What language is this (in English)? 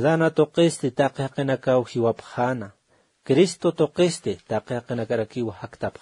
Aymara